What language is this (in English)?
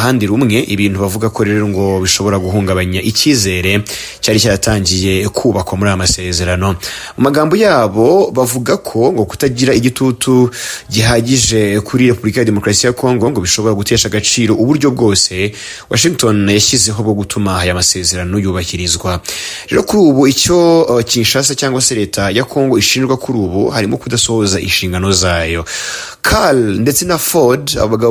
Kinyarwanda